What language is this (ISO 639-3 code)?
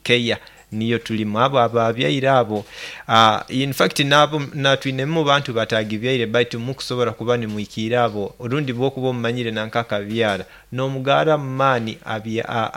nyo